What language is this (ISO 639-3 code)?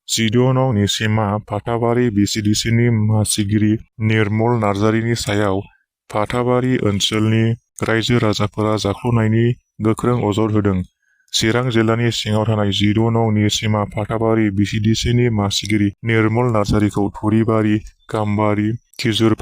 brx